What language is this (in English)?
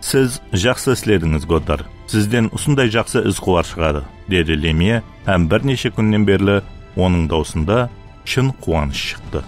Kara-Kalpak